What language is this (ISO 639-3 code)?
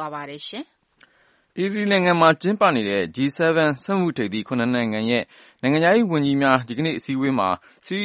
mya